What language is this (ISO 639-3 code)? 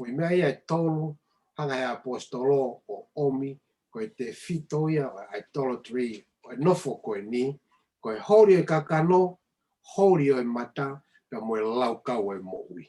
ton